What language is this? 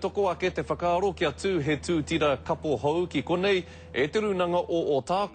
Māori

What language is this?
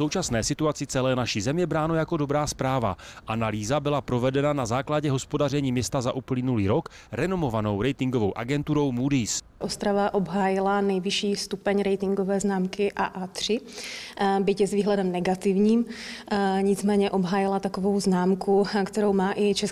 Czech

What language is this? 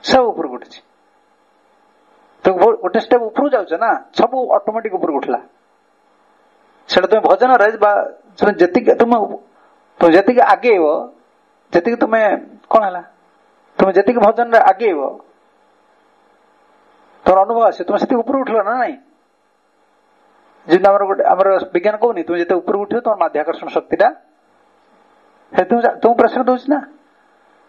Odia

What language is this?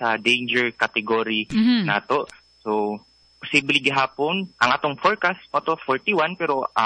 Cebuano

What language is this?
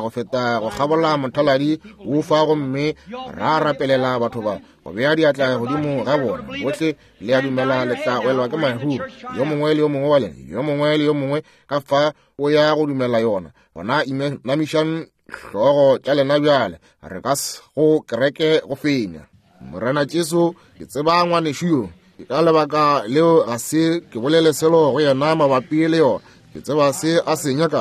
Northern Sotho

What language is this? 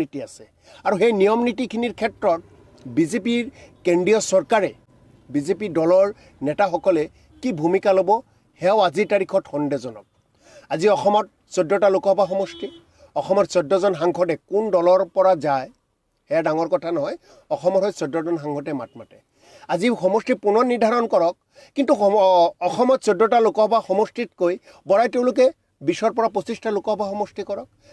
Assamese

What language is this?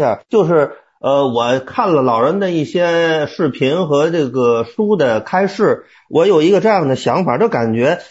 Chinese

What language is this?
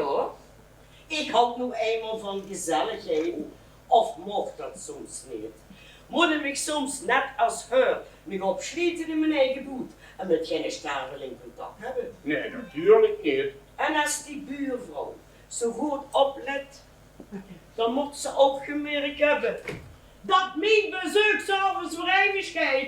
Limburgish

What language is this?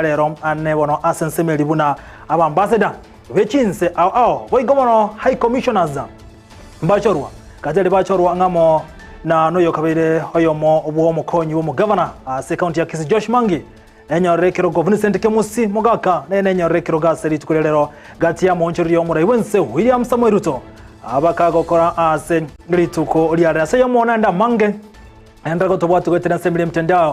Gusii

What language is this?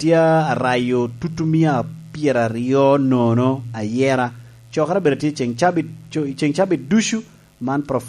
Lango (Uganda)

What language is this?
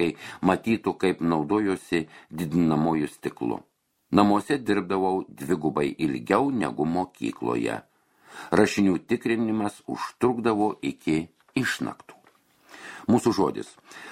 Lithuanian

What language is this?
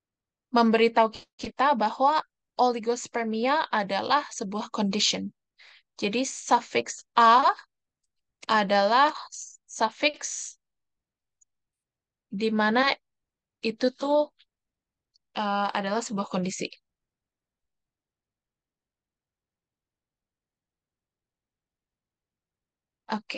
Indonesian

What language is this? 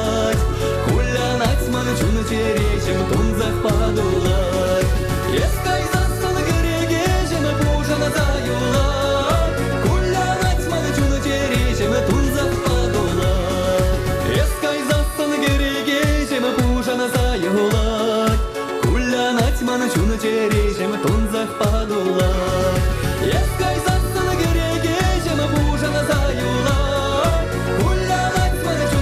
Chuvash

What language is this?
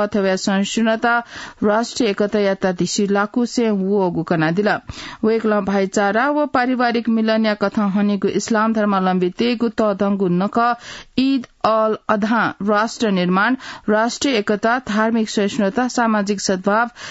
Newari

